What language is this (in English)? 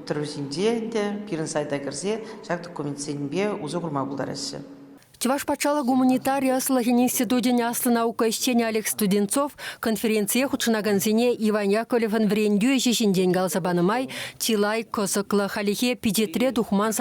Chuvash